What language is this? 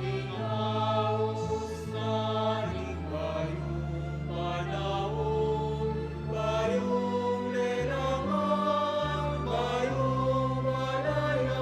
Pampanga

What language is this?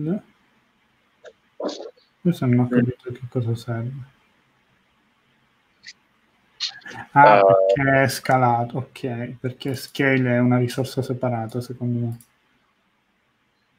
Italian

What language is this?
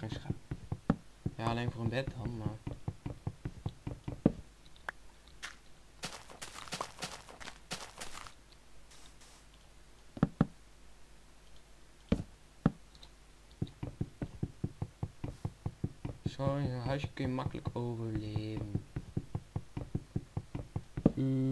Dutch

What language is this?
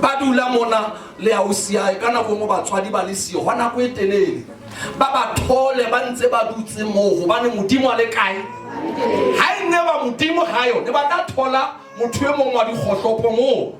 Southern Sotho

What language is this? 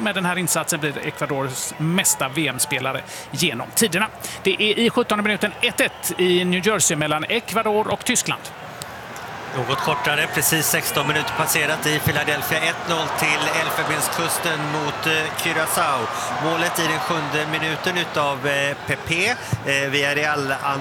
Swedish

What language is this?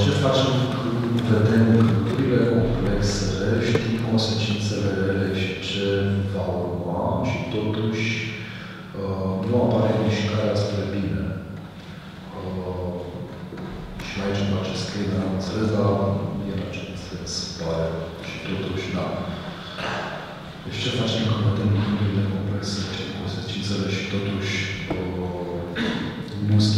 Romanian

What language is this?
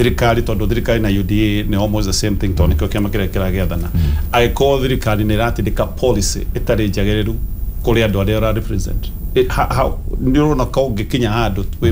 Kikuyu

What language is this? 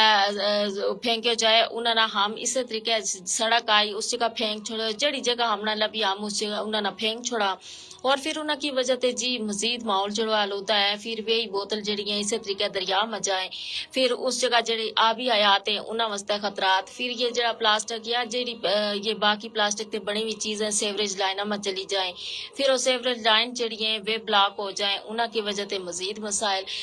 Gujari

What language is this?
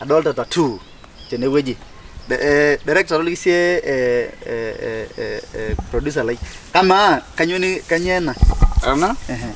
Masai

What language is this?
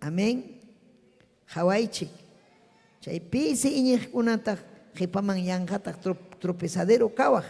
Ayacucho Quechua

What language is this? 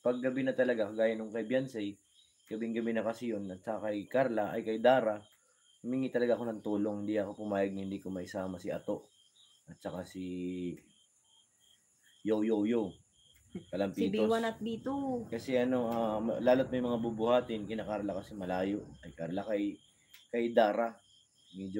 Filipino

